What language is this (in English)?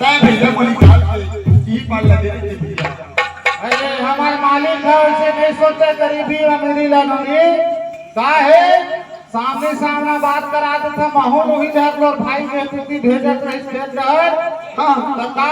Chhattisgarhi